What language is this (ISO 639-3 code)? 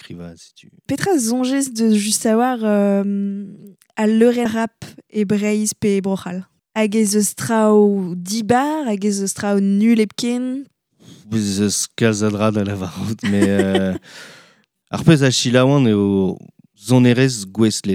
bre